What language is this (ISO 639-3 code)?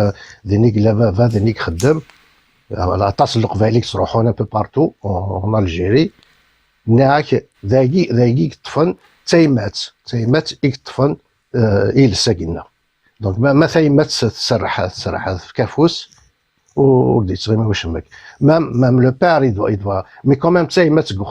kab